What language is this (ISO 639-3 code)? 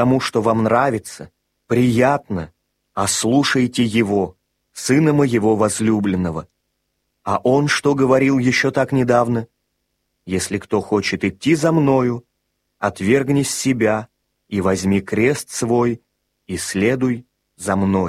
rus